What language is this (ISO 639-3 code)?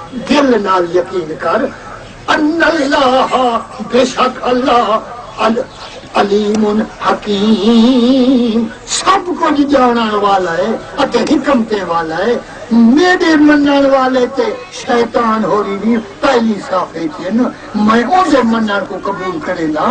skr